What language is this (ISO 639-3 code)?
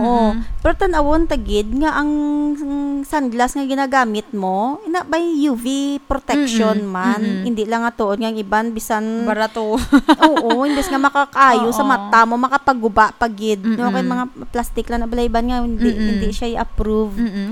hil